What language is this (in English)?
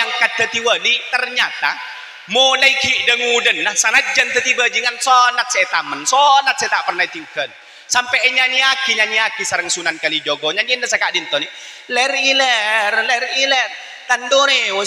Madurese